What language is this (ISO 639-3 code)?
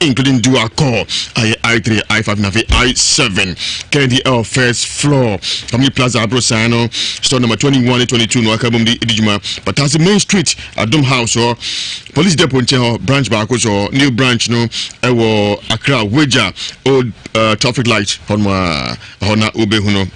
aka